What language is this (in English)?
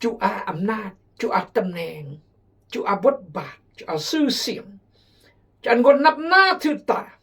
Khmu